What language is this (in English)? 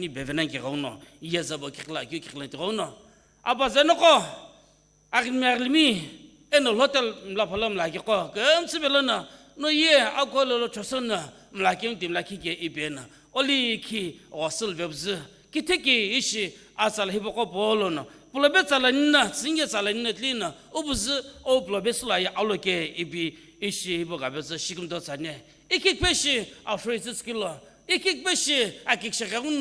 Sumi Naga